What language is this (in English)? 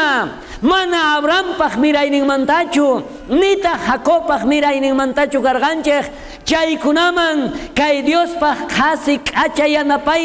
South Bolivian Quechua